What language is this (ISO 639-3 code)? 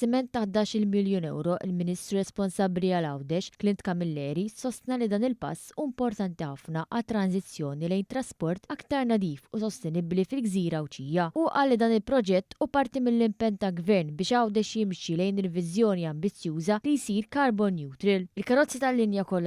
mlt